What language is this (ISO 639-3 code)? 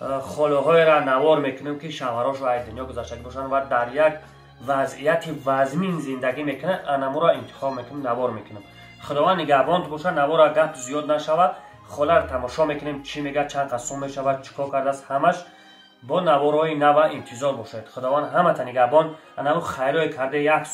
tgk